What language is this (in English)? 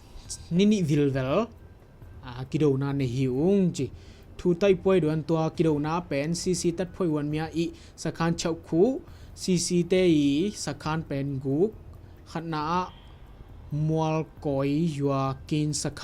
Tedim Chin